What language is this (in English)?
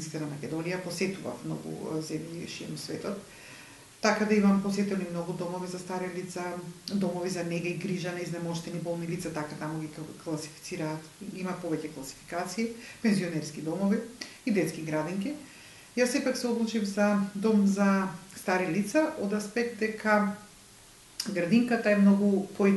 Macedonian